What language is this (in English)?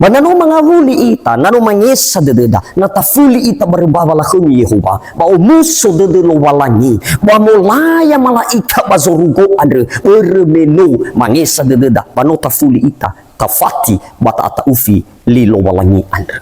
Nias